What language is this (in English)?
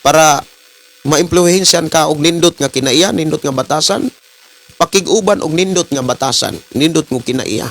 Cebuano